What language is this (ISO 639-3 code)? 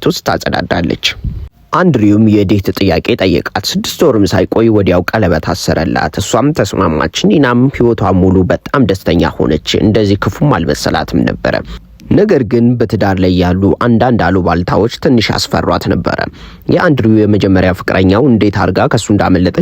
amh